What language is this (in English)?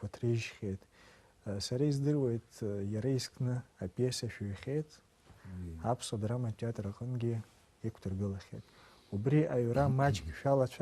Abkhazian